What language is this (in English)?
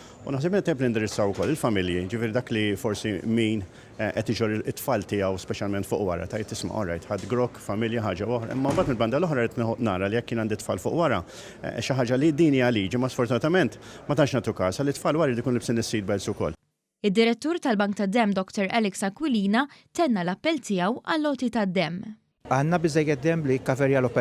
Maltese